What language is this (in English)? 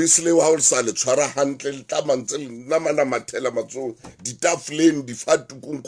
Southern Sotho